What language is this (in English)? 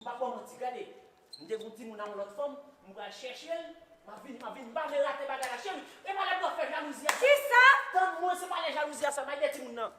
Haitian Creole